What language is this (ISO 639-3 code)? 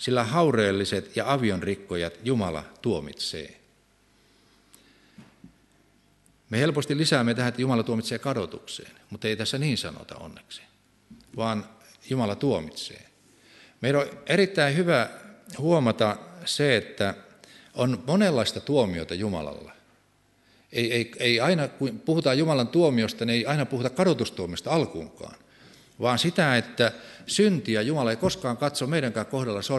fin